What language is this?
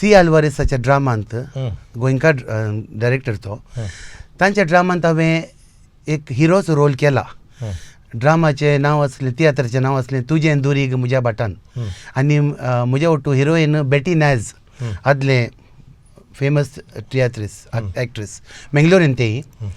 Konkani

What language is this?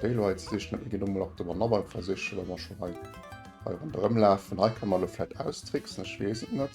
Luxembourgish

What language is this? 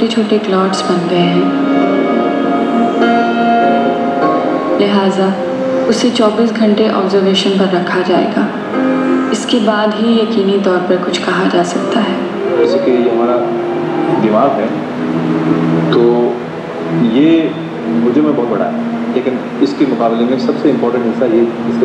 Urdu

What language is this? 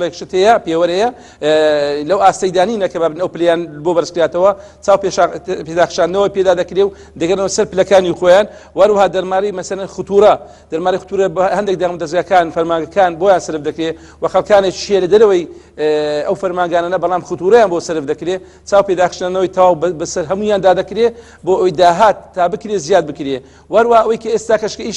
Central Kurdish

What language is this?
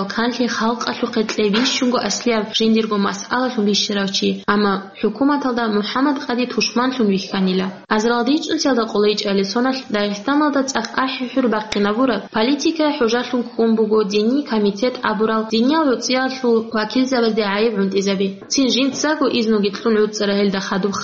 Avaric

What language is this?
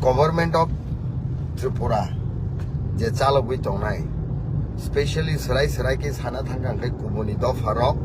Kok Borok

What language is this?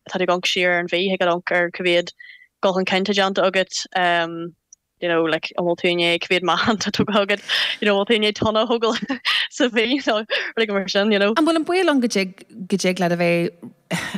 Irish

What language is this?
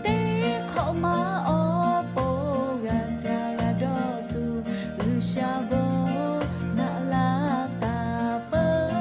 Lahu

